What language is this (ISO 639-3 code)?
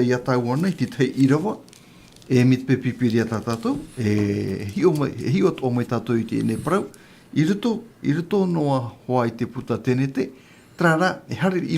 tah